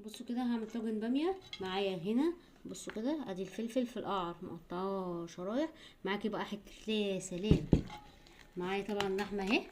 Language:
Egyptian Arabic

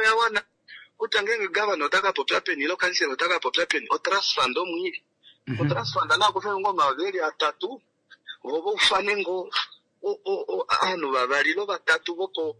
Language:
Kuanyama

